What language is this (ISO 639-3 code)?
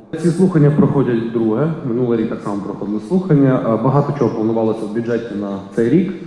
ukr